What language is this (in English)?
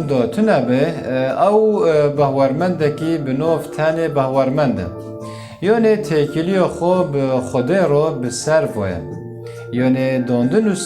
Kurdish